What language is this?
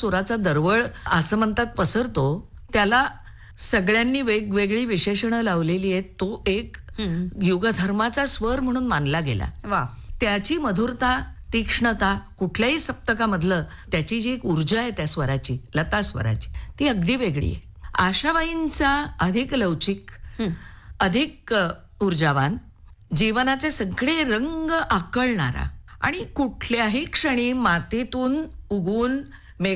Marathi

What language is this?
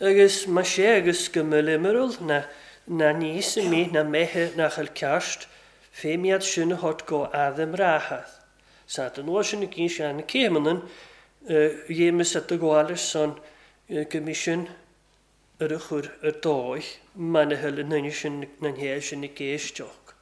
Welsh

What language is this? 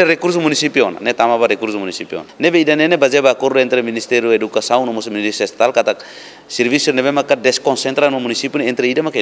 Tetum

